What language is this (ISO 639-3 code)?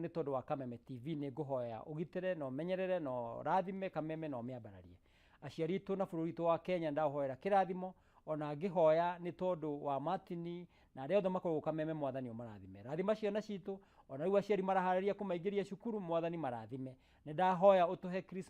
kik